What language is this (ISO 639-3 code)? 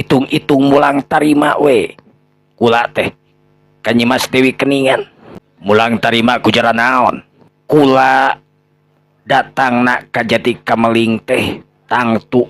sun